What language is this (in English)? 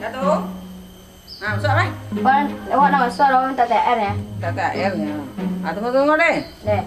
Minangkabau